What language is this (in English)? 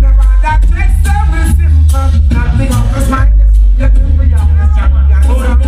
Jamaican Creole English